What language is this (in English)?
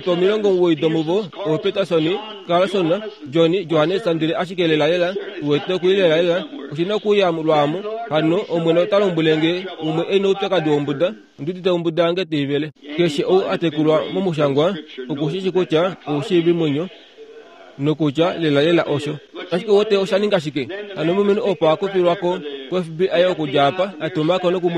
Kuanyama